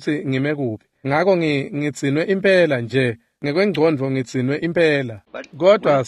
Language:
Swati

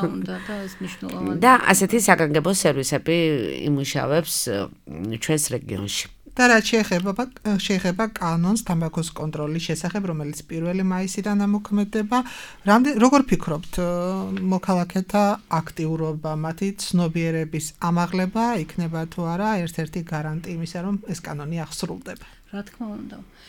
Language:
Georgian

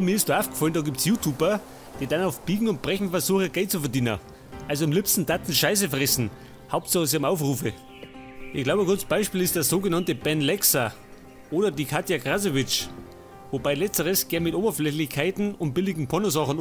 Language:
Bavarian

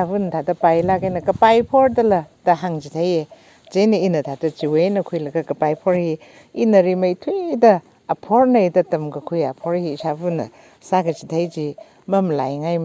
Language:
Tangkhul Naga (India)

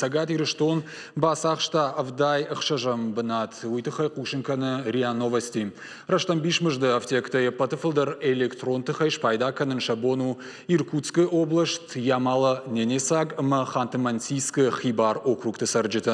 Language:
Ossetic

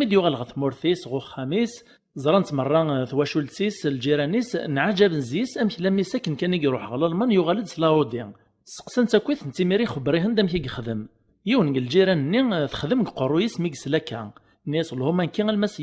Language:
Kabyle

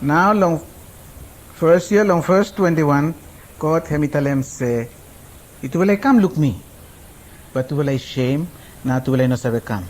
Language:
Araki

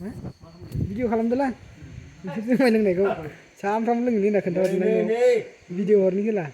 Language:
Bodo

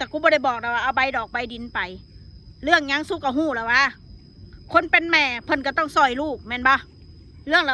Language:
Northeastern Thai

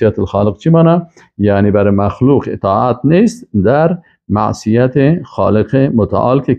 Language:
Persian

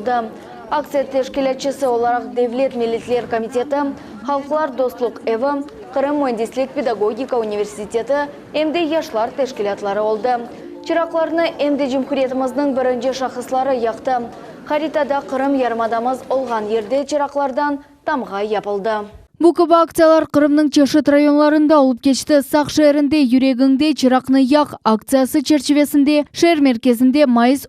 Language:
Crimean Tatar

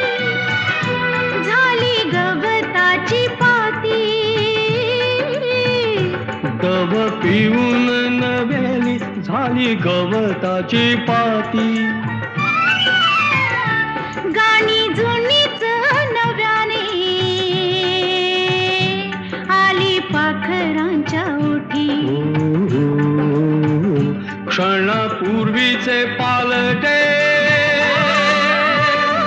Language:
Marathi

